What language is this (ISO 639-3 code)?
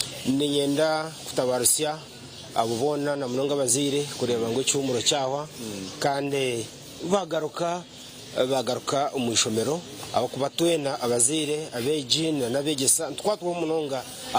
nyn